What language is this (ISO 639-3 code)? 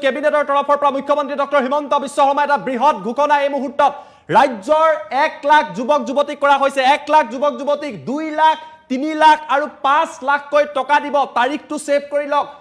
asm